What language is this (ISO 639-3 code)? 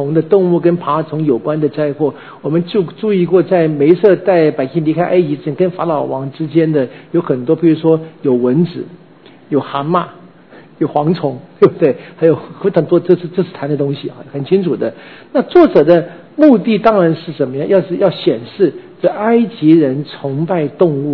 zho